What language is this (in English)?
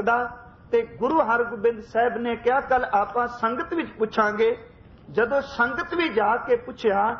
Punjabi